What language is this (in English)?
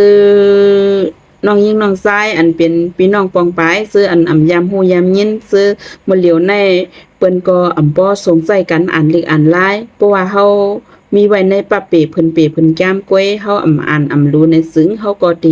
Shan